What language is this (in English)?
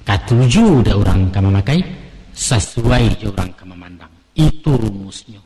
Minangkabau